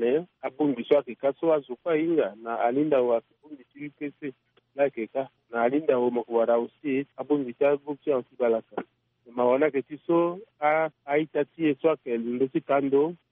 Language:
Sango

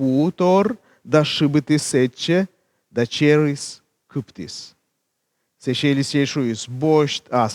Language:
Komi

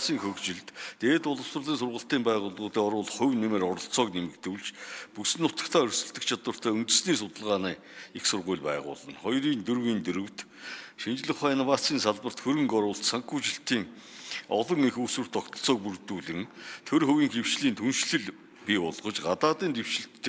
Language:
Mongolian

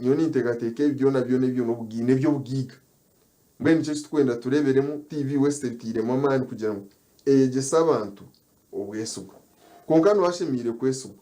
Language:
Nyankole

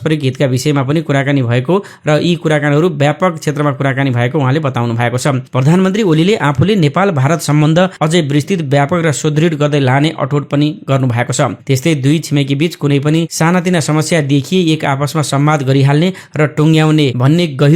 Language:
Nepali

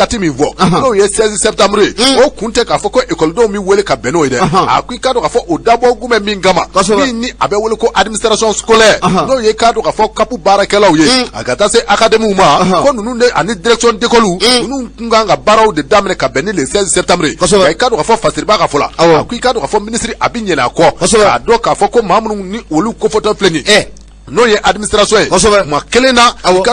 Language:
Bambara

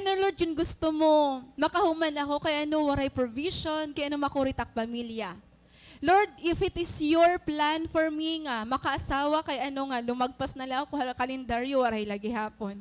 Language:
Waray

